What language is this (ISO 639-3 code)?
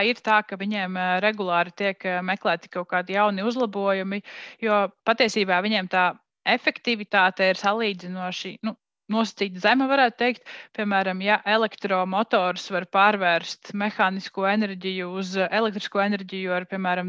lav